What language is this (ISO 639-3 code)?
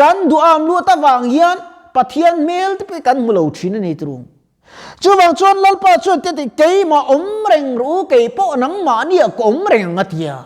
lus